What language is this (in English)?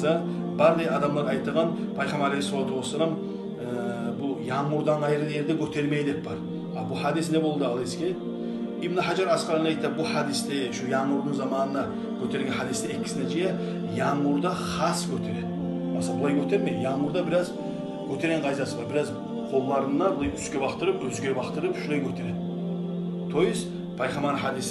Kumyk